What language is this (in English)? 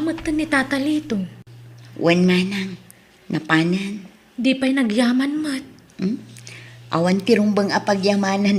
Iloko